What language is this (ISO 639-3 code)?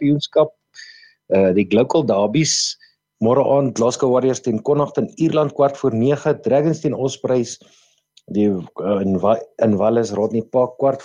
afr